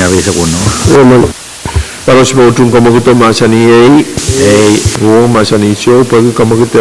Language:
Pohnpeian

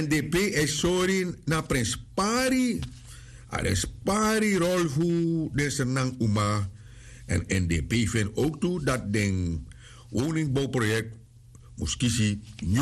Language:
Sranan Tongo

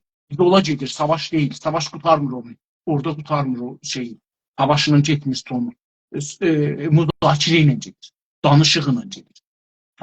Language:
South Azerbaijani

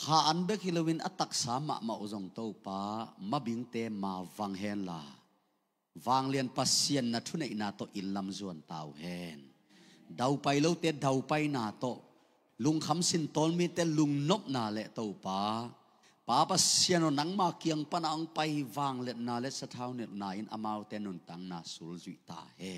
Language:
Tedim Chin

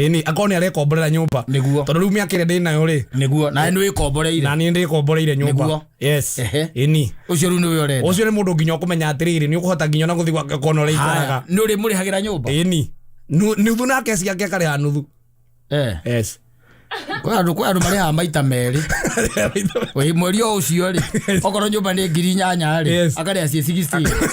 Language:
Kikuyu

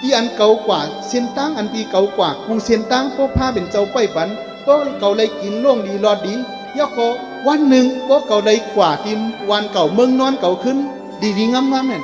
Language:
Shan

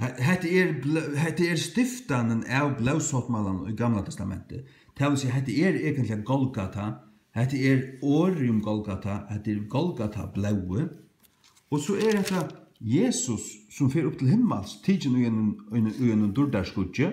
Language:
Faroese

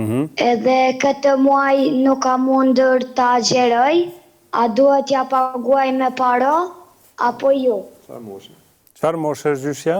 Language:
Albanian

